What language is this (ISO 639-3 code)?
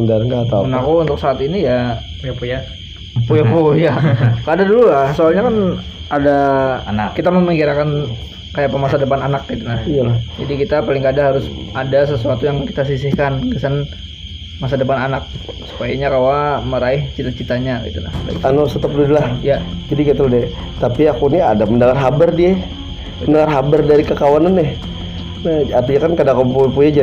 bjn